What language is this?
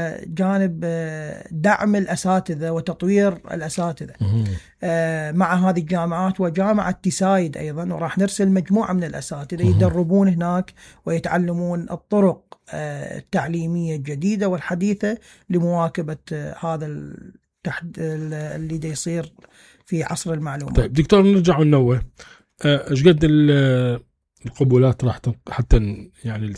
Mesopotamian Arabic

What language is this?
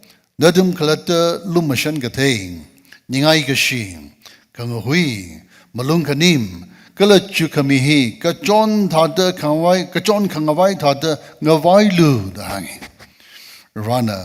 Tangkhul Naga (India)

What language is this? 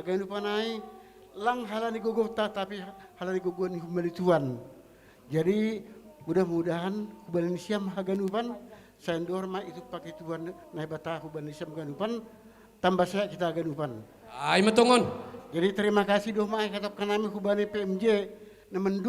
Batak Simalungun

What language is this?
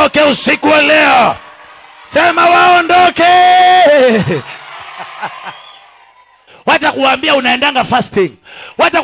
Swahili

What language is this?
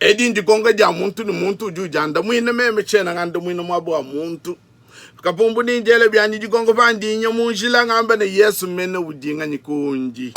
Luba-Lulua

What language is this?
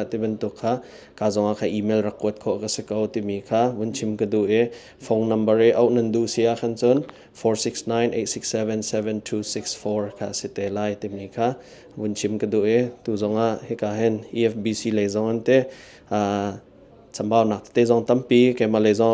Hakha Chin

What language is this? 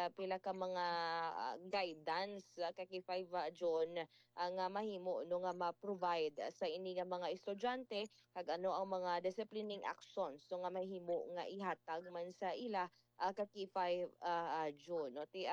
Hiligaynon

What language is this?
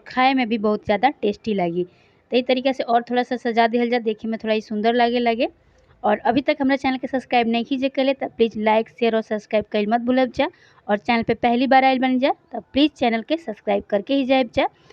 Bhojpuri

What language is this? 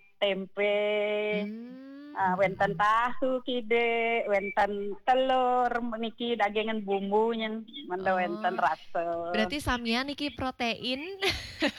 Balinese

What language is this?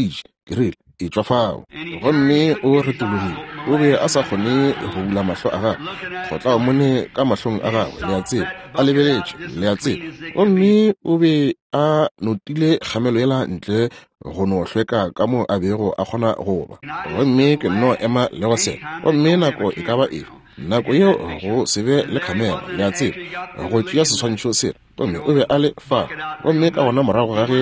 Northern Sotho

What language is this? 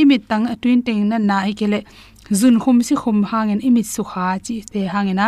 Tedim Chin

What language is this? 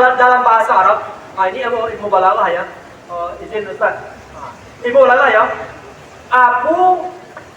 Minangkabau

